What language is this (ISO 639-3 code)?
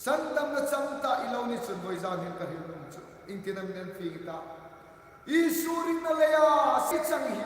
hmr